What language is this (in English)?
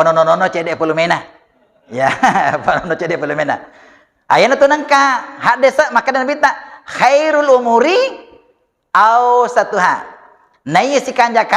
Buginese